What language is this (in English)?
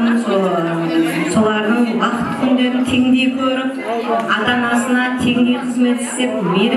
Kara-Kalpak